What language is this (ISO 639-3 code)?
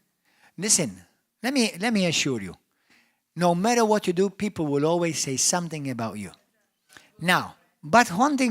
eng